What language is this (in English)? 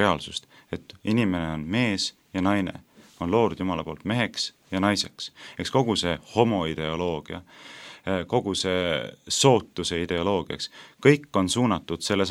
Estonian